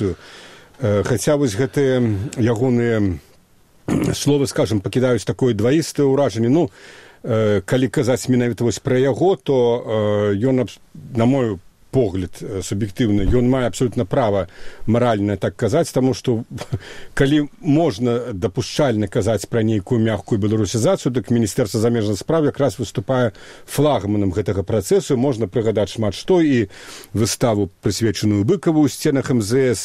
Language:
Belarusian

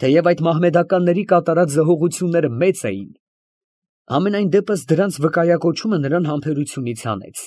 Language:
Armenian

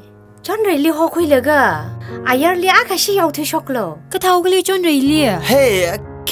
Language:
Tangkhul Naga (India)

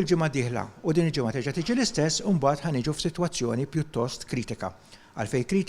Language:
Maltese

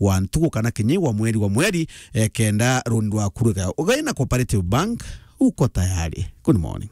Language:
Meru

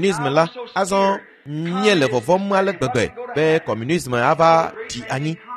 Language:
Ewe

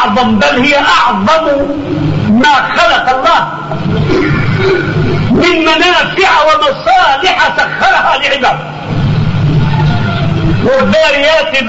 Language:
Arabic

